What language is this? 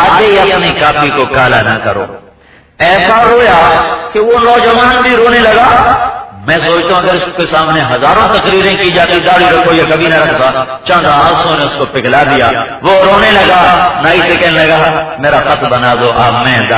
Urdu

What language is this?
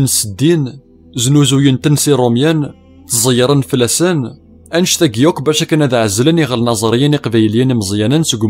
Kabyle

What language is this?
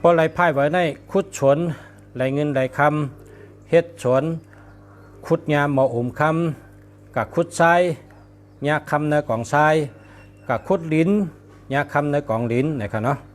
Shan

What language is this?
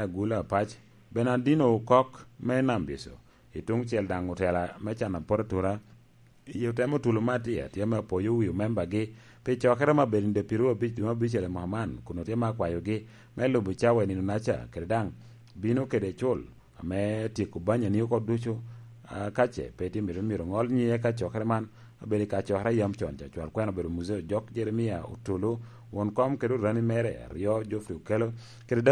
Lango (Uganda)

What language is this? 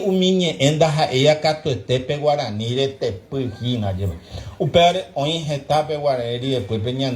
Guarani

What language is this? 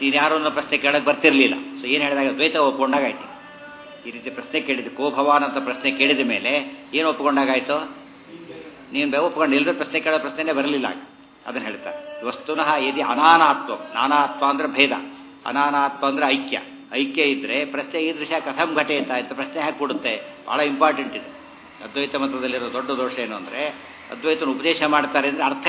Kannada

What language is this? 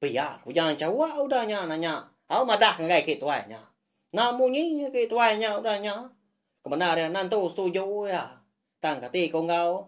Iban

